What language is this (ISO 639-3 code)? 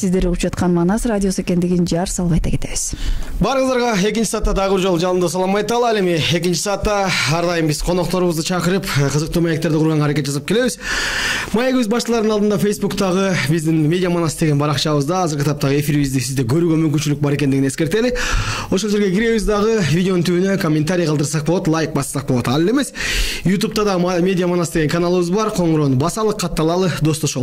kir